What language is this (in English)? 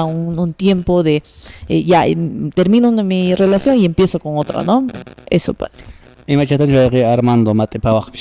Quechua